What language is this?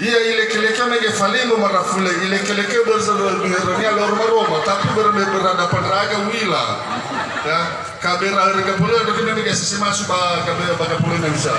Nias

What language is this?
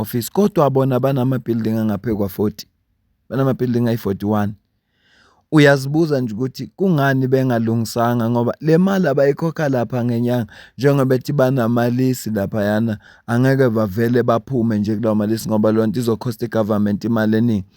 Zulu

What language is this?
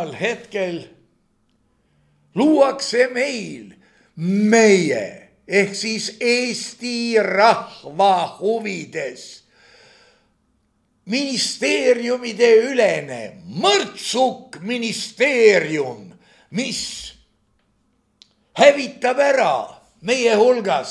Estonian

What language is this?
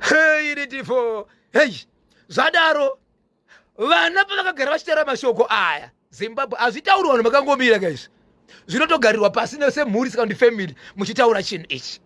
Shona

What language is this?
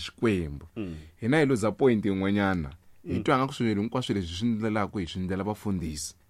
Tsonga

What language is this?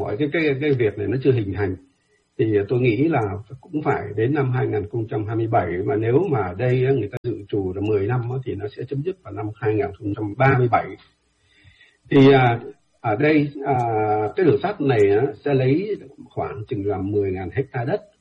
Vietnamese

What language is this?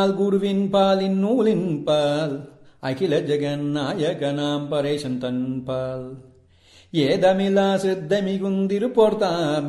Tamil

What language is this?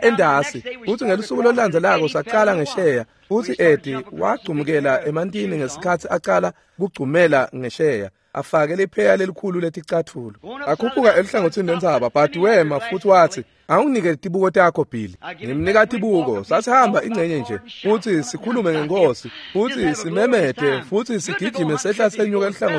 Swati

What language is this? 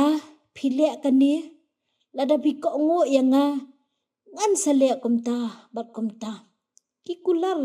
Khasi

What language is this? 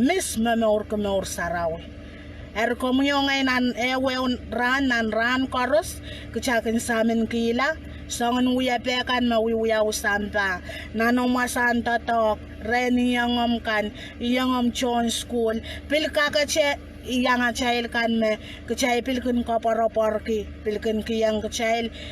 Pohnpeian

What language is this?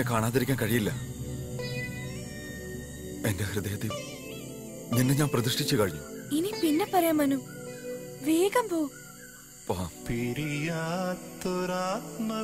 Malayalam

